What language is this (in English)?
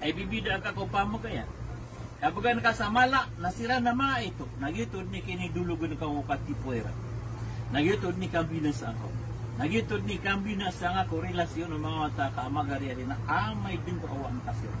Maranao